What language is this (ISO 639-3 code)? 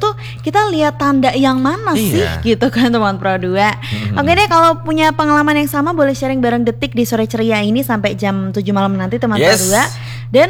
ind